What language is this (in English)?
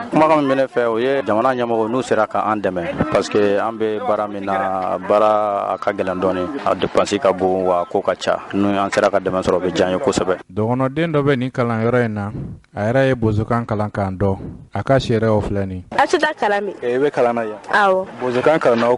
Bambara